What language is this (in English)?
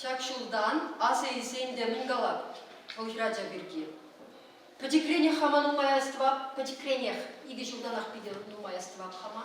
Chuvash